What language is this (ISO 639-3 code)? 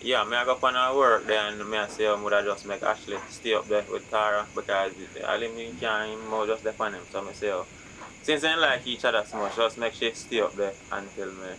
jam